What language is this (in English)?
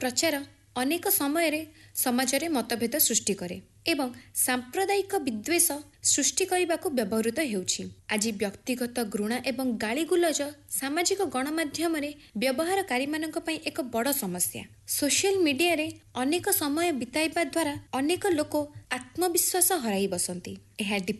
Odia